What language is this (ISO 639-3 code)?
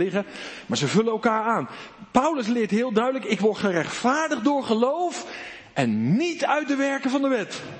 nld